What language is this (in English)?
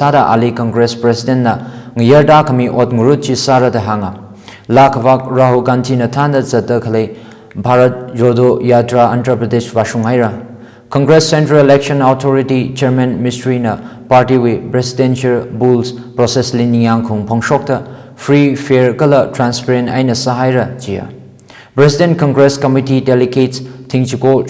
Tangkhul Naga (India)